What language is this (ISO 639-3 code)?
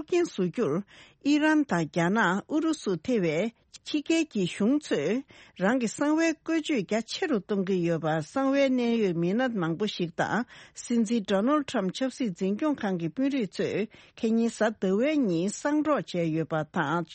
bod